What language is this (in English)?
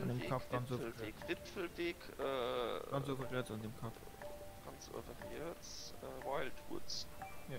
Luxembourgish